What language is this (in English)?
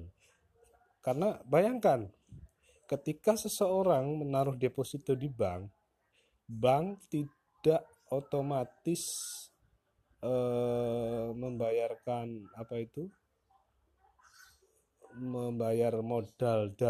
Indonesian